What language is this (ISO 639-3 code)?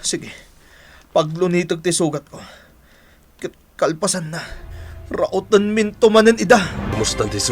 ilo